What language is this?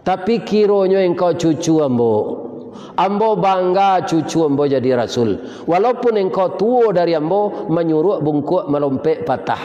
Minangkabau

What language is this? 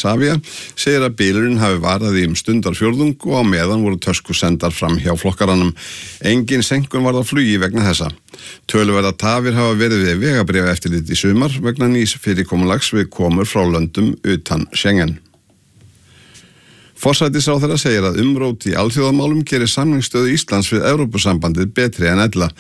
Icelandic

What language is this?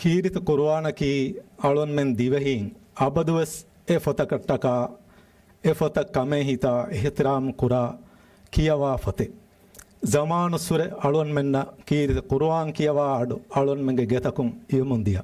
Divehi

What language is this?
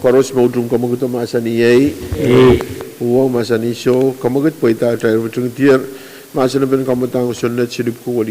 Pohnpeian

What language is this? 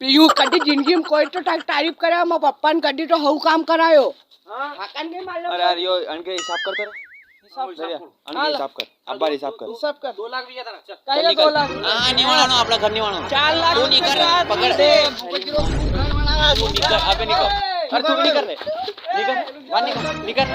Rajasthani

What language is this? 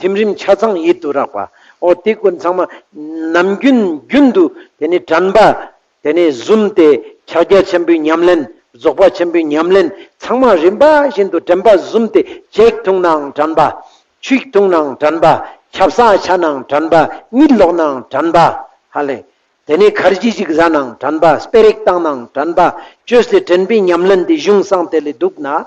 Ladakhi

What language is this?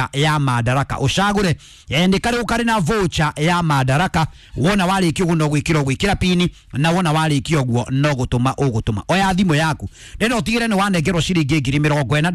Kikuyu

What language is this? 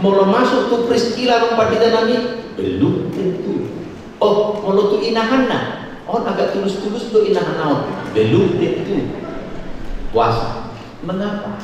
Batak Toba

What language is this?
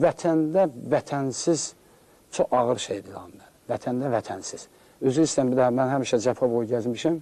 Azerbaijani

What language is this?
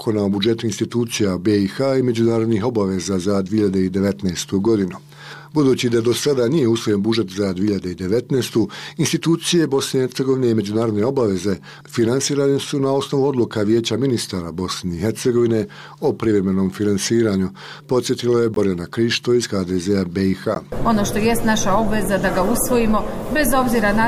Bosnian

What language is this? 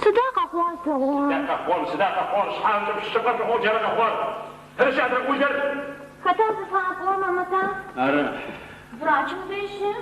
Adyghe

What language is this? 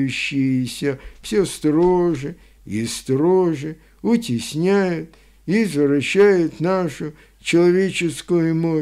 Russian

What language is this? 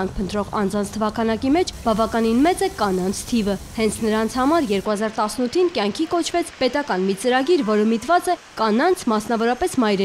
Armenian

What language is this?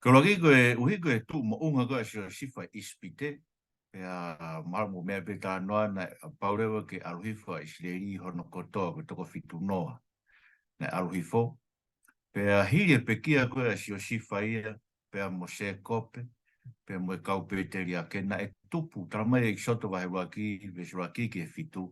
Tongan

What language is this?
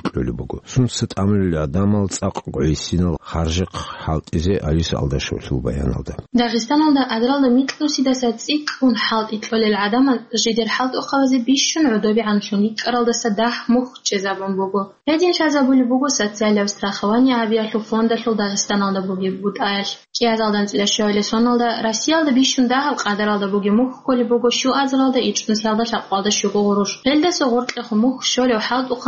Avaric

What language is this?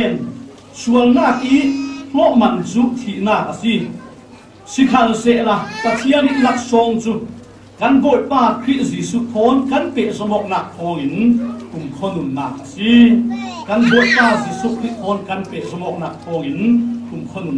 Falam Chin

